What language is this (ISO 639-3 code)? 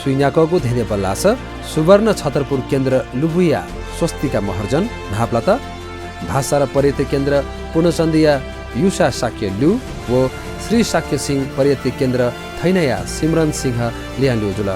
new